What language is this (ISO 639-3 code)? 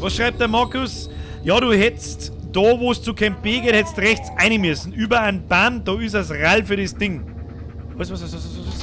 bar